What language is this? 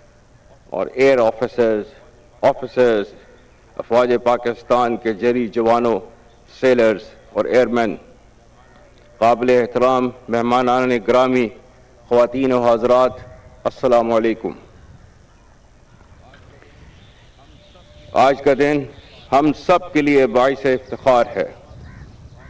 Urdu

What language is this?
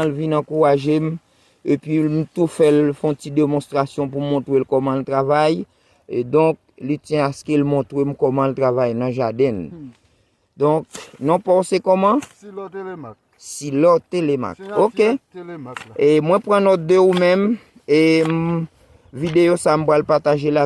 Haitian Creole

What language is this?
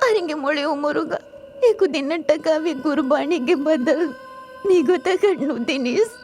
Divehi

